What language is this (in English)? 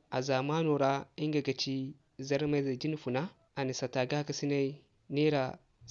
Zarma